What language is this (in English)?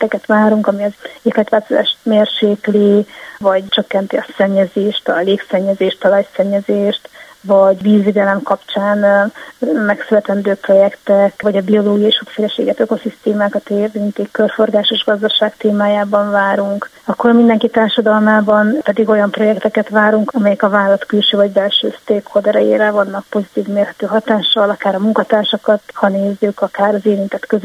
Hungarian